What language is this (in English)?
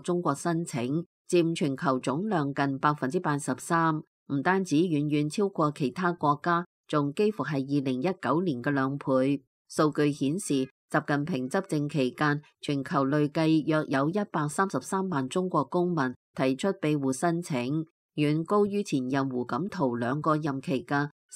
Cantonese